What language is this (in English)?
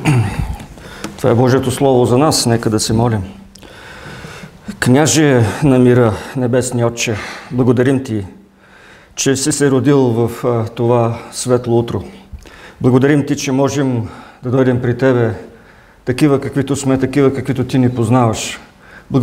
Bulgarian